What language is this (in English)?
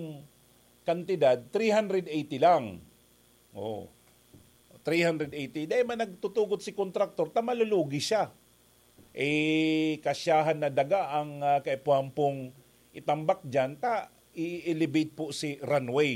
Bikol